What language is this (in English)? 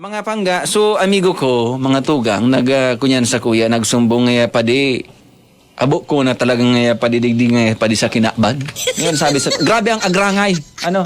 Bikol